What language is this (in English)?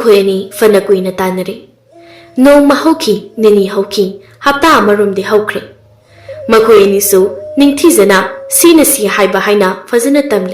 Manipuri